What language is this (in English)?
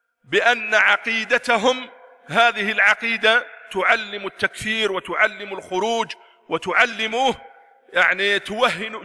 Arabic